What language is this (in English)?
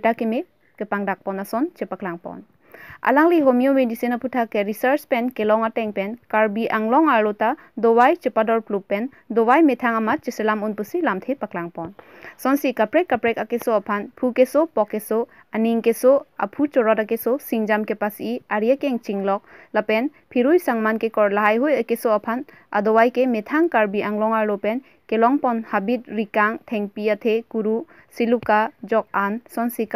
Karbi